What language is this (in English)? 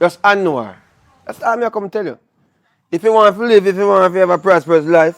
Jamaican Creole English